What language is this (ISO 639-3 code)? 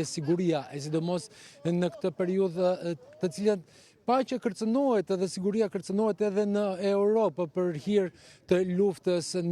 sqi